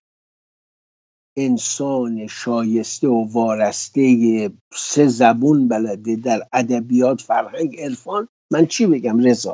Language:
Persian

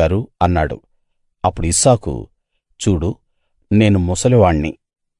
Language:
Telugu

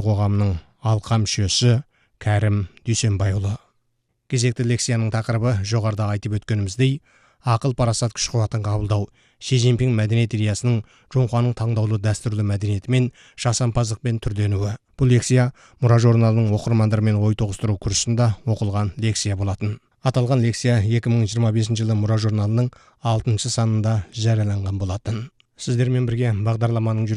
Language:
Kazakh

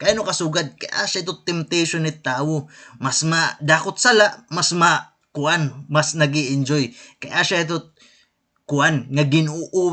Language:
Waray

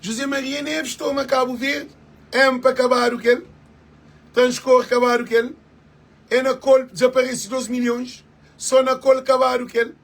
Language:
Kabuverdianu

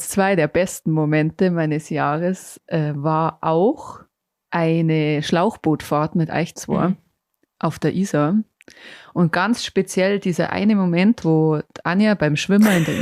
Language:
Bavarian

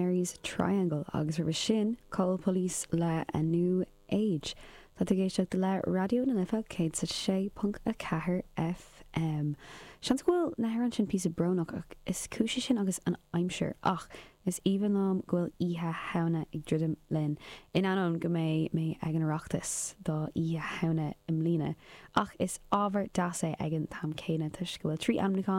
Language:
Irish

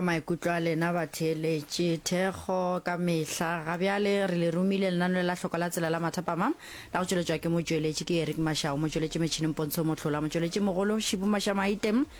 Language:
Northern Sotho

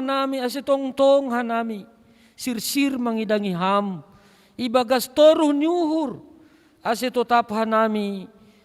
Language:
Batak Simalungun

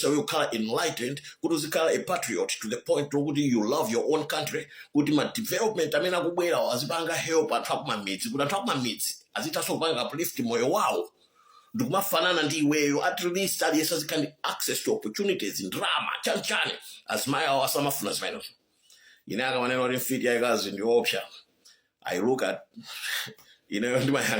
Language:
Nyanja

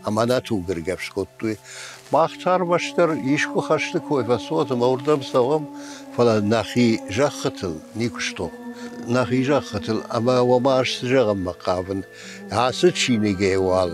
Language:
Ossetic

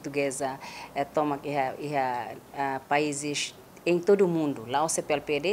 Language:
Tetum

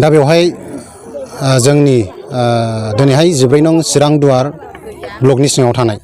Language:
Bodo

